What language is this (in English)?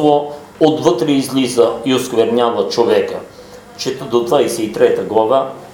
Bulgarian